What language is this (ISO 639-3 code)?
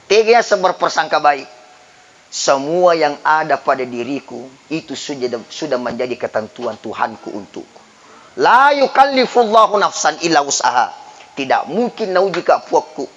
bug